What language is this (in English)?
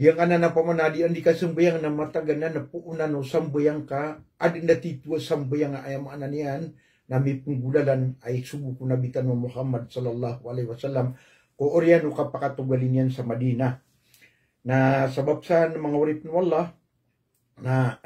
Maranao